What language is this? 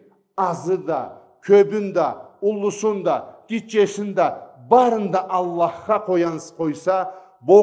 Karachay-Balkar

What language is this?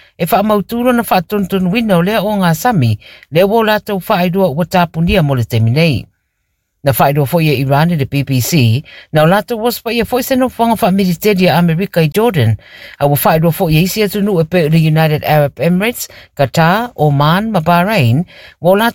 Samoan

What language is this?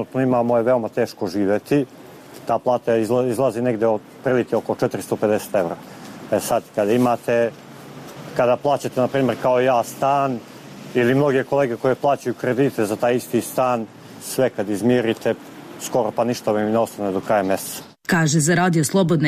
Serbian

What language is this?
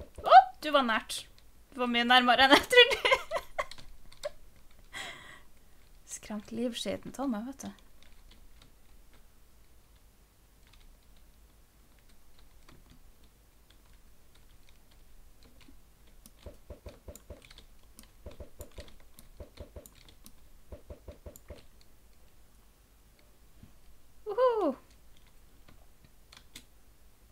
Norwegian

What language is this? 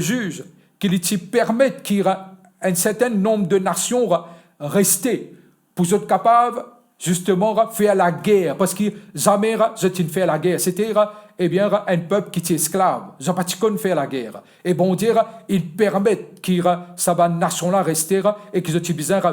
Morisyen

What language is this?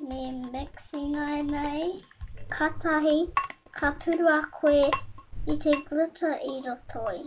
Māori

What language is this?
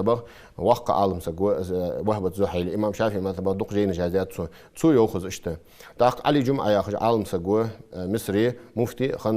Ingush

